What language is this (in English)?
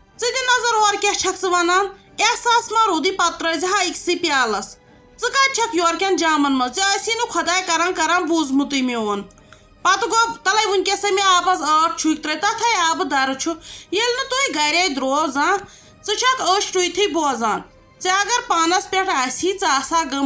Kashmiri